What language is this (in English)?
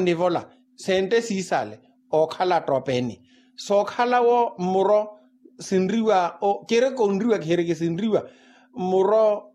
Makhuwa